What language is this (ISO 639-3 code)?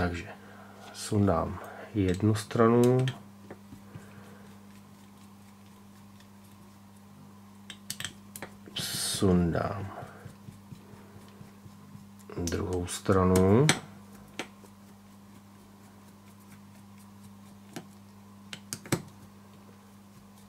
ces